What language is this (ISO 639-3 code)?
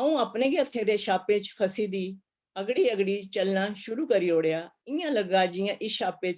doi